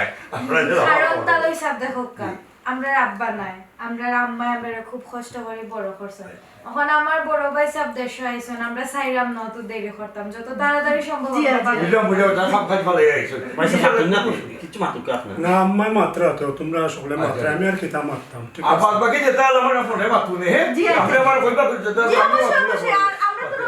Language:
Sylheti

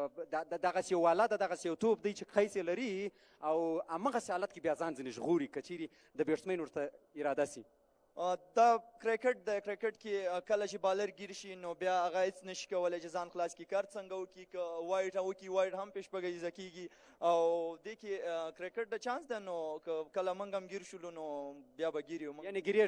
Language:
Pashto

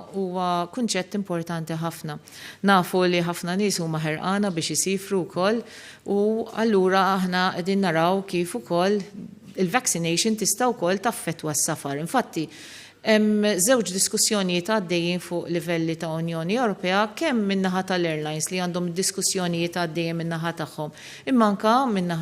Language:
Maltese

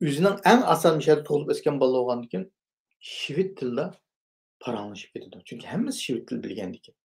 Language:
Uyghur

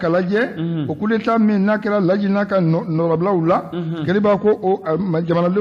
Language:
Bambara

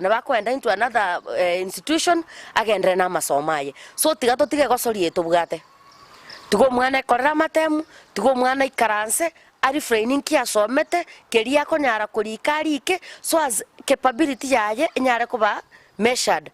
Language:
Gusii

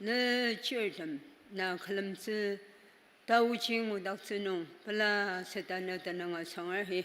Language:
Ao Naga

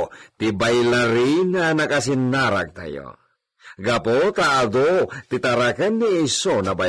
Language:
Iloko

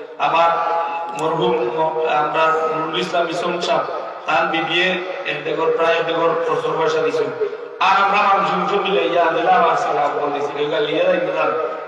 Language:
Sylheti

